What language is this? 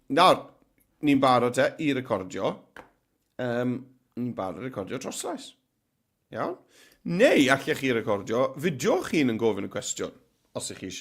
Welsh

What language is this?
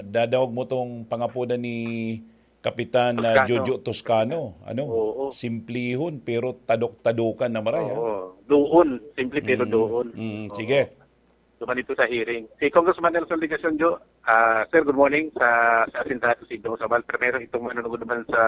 Bikol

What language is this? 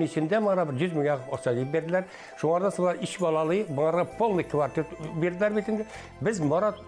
Bashkir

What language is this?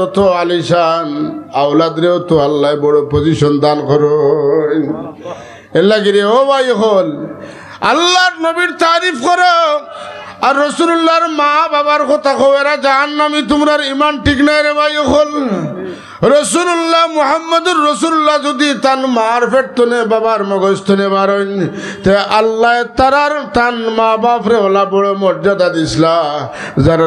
Sylheti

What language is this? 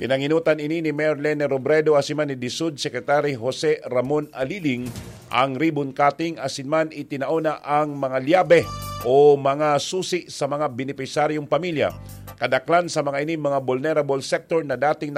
Bikol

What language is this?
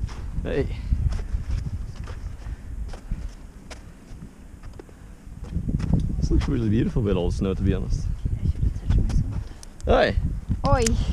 English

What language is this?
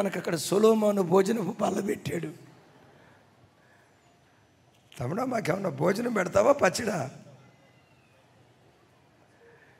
Telugu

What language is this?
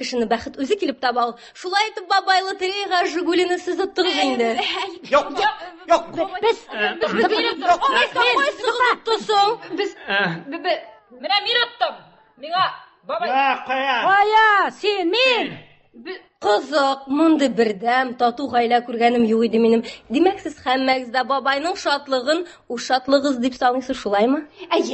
Tatar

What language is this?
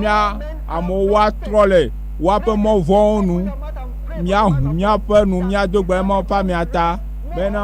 Ewe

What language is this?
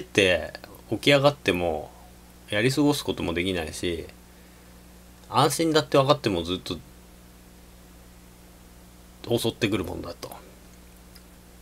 Japanese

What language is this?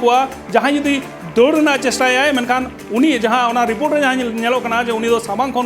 Santali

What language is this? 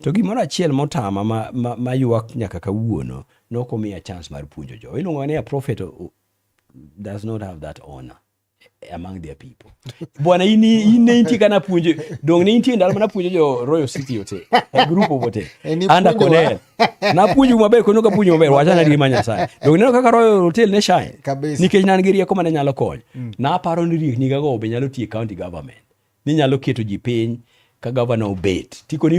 Luo (Kenya and Tanzania)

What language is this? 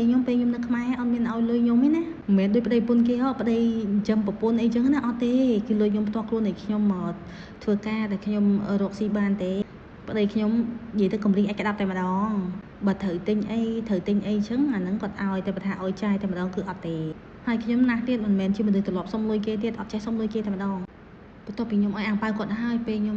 Khmer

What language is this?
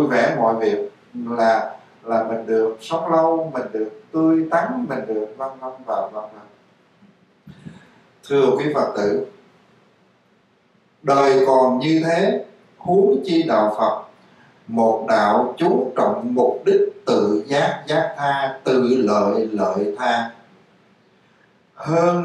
Vietnamese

